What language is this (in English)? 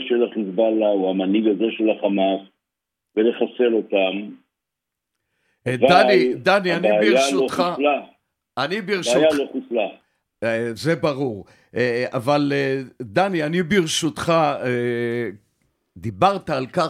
Hebrew